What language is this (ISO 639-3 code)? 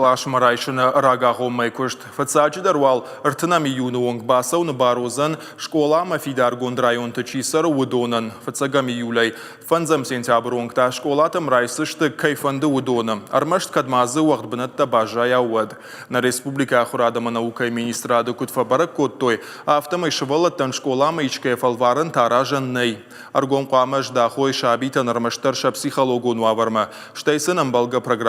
oss